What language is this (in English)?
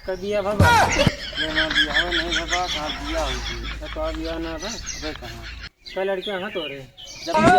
Awadhi